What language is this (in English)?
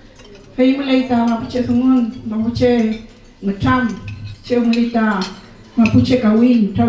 Mapuche